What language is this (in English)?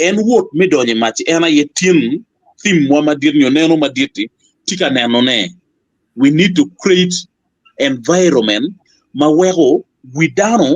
Acoli